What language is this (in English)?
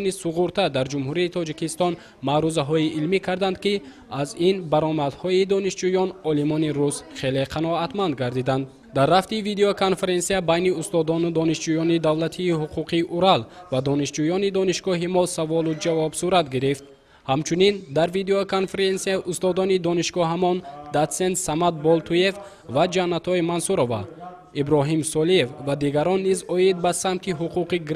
Tajik